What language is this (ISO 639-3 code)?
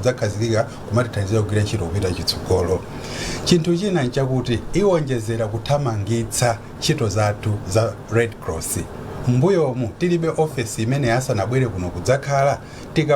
nya